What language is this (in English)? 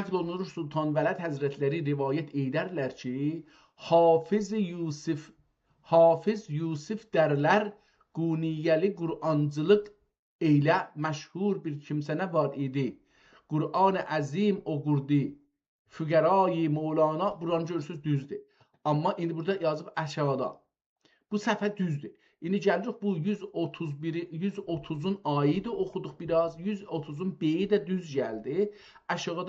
South Azerbaijani